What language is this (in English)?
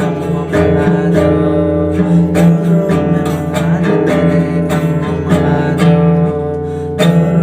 Santali